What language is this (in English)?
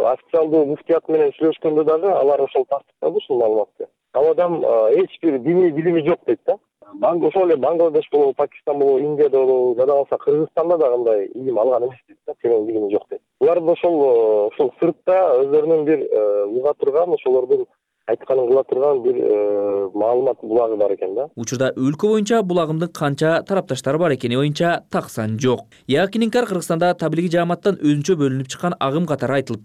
Kyrgyz